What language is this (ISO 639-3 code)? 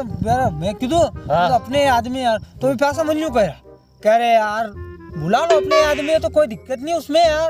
raj